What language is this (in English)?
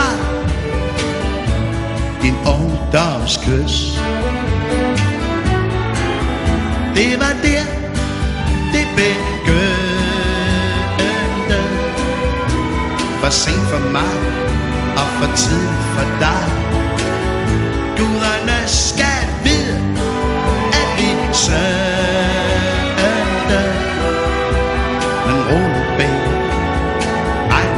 Danish